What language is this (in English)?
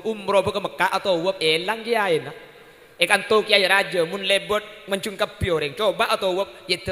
Madurese